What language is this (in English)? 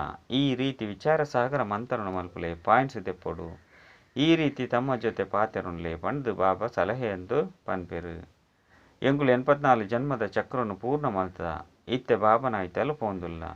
Tulu